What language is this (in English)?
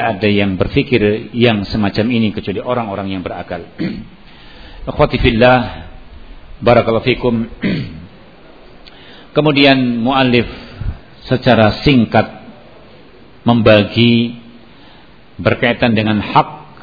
Indonesian